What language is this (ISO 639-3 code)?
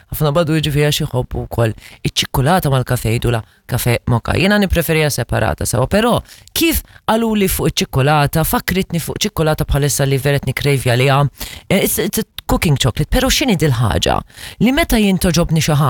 mlt